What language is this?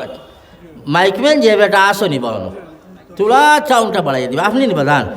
Sylheti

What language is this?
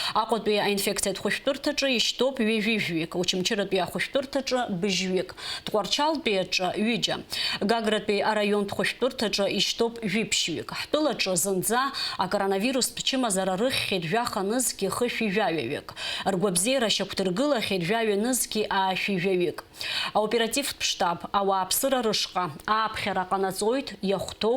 Abkhazian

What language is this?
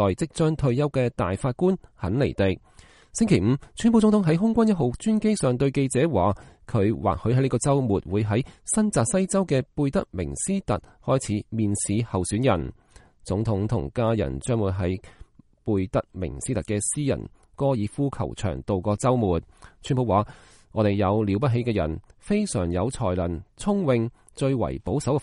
Cantonese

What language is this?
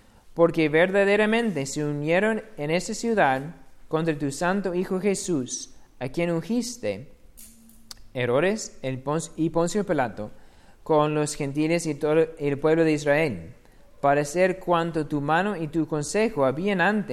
Spanish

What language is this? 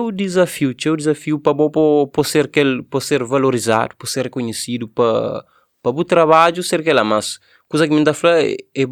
Kabuverdianu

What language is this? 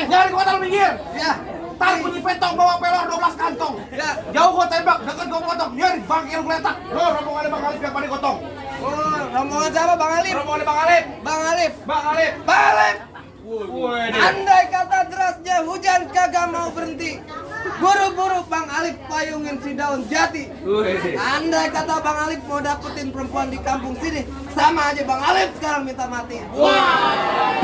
Betawi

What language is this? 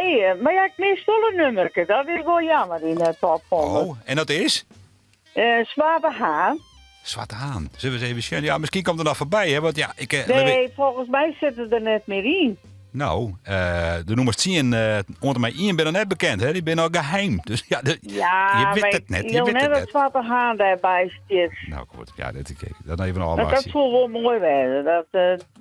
Western Frisian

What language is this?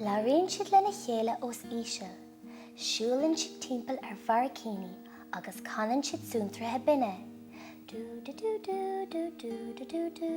Irish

